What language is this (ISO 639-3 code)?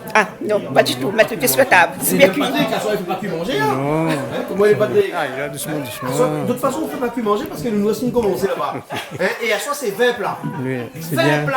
rcf